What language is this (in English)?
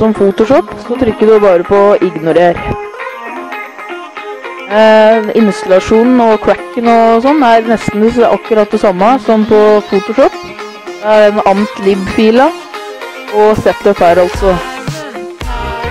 Norwegian